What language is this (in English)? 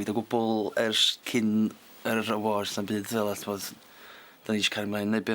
Welsh